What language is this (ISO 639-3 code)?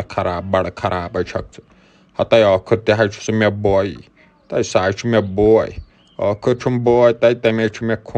kas